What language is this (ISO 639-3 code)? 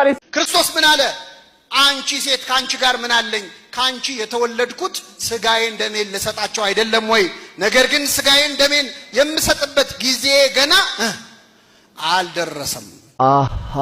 amh